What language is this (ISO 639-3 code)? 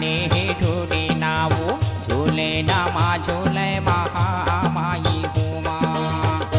hne